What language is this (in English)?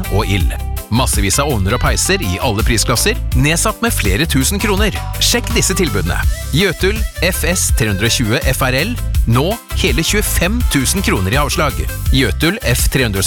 Norwegian